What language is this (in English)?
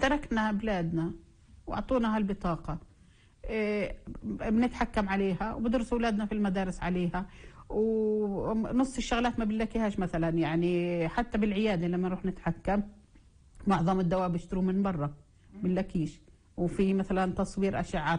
North Levantine Arabic